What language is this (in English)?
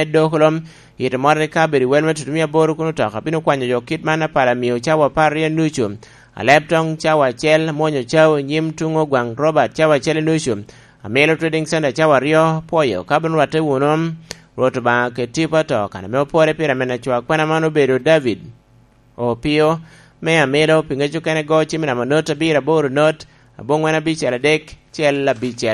Lango (Uganda)